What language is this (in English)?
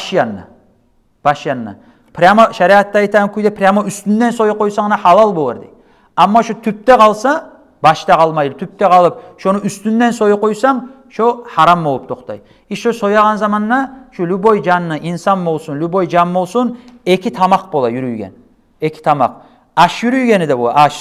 Kumyk